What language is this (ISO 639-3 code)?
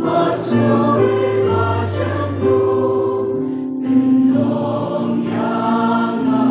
kha